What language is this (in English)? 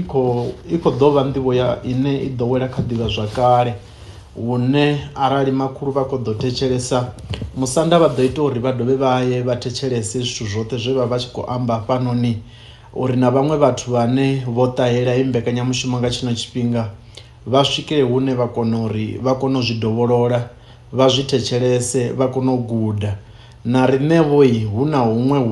Venda